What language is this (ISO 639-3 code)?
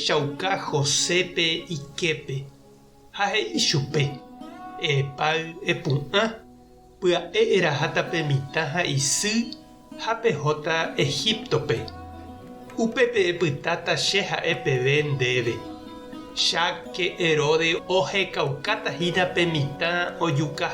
grn